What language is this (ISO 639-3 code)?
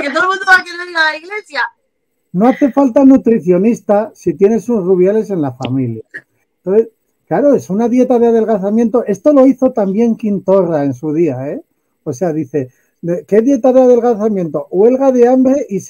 spa